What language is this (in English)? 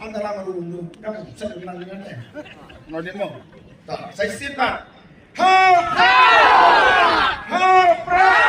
Khasi